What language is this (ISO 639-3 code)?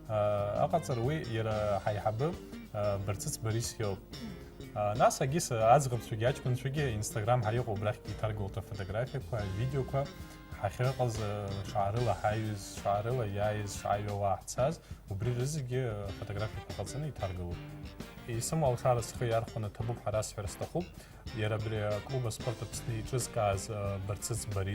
abk